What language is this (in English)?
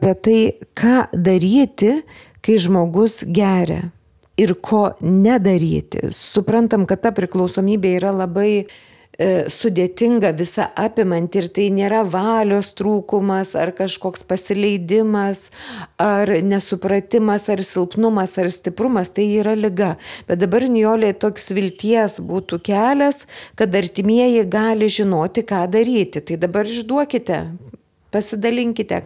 Lithuanian